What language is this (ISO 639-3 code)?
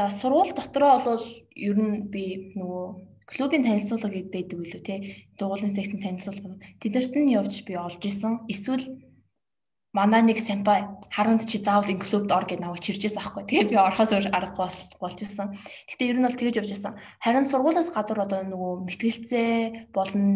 mon